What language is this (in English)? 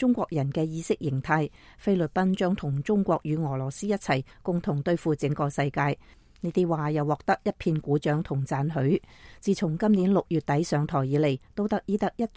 Cantonese